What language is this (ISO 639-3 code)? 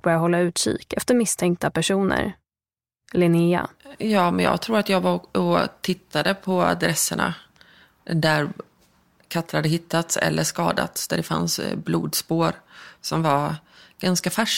swe